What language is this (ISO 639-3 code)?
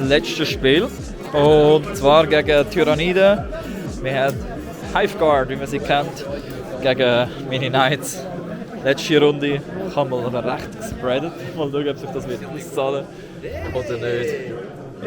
gsw